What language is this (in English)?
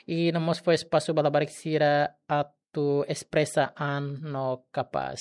Tetum